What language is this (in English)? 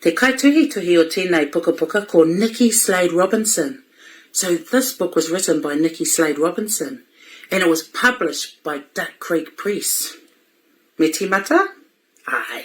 Māori